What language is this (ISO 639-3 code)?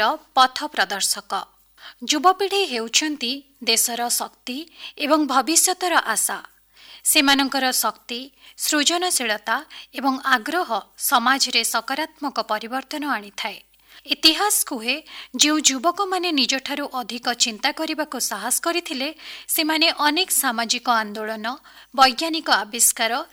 ori